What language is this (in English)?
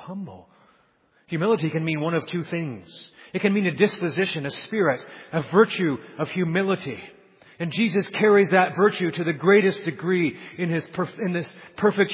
English